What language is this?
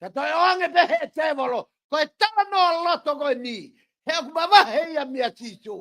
Tongan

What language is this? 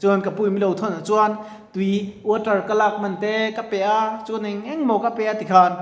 Mizo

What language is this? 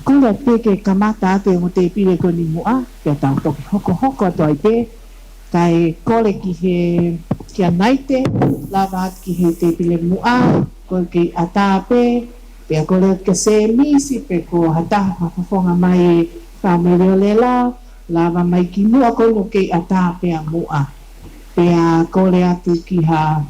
Tongan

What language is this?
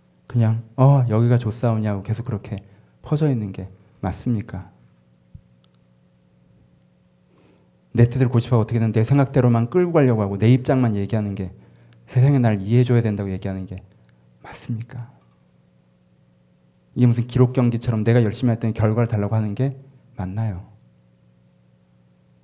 Korean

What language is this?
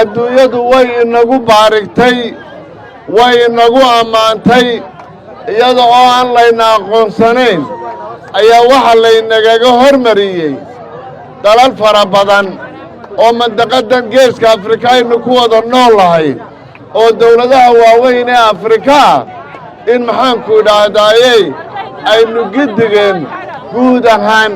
Somali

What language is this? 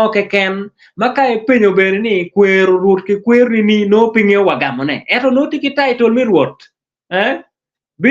Acoli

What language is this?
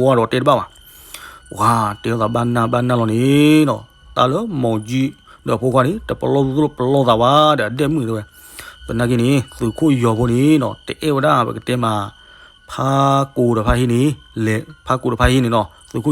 S'gaw Karen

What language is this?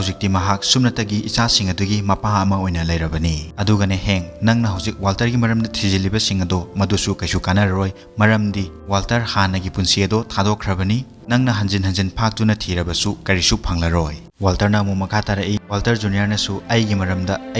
Manipuri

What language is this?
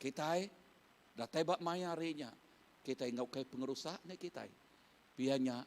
Iban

